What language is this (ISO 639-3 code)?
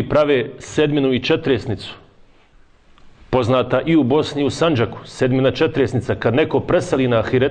bos